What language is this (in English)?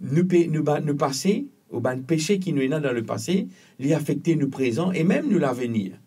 Morisyen